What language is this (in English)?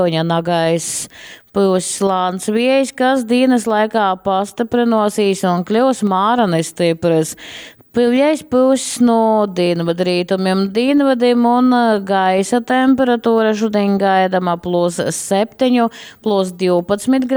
Latgalian